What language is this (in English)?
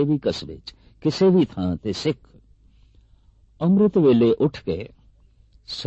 Punjabi